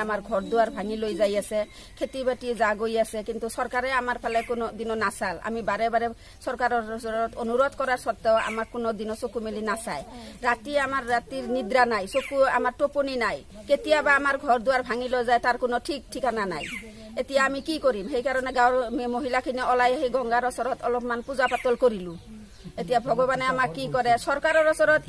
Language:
Assamese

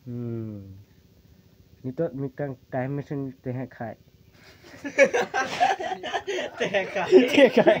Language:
Santali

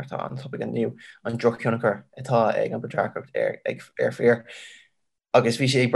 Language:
Irish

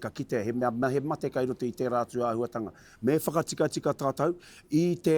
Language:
Māori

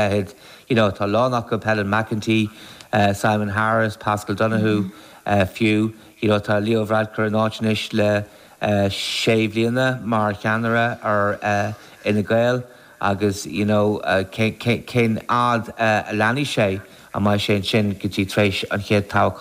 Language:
Irish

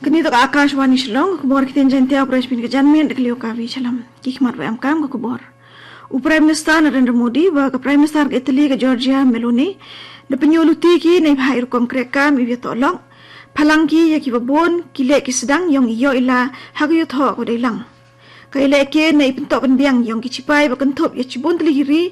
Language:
Khasi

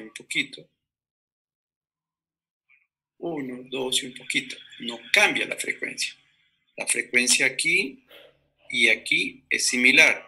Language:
Spanish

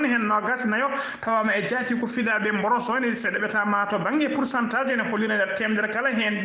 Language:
Fula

